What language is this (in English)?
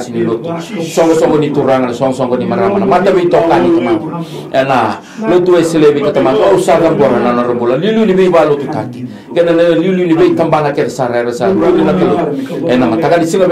Fijian